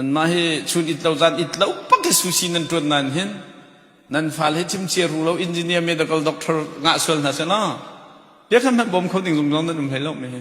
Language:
Hakha Chin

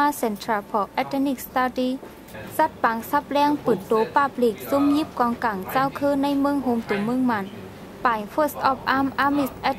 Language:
Shan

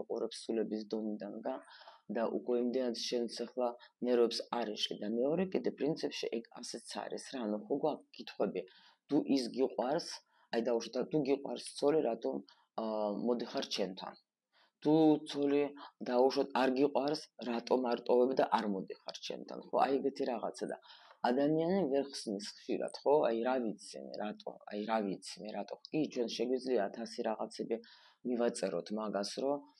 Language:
Georgian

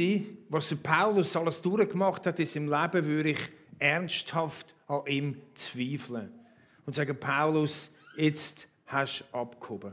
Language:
Swiss German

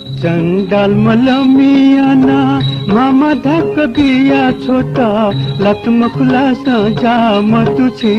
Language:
Newari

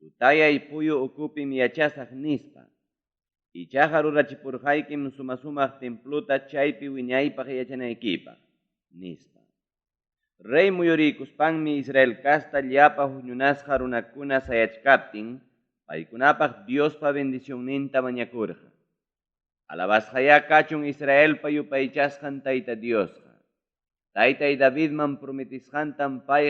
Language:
Ayacucho Quechua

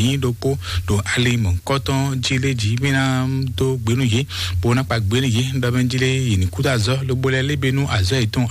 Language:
Fon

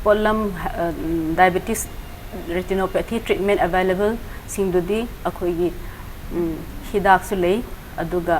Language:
Manipuri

